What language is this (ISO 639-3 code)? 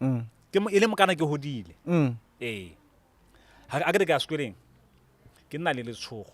tsn